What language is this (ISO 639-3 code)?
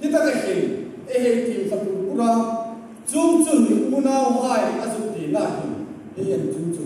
hmr